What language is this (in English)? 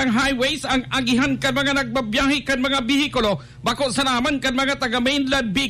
Bikol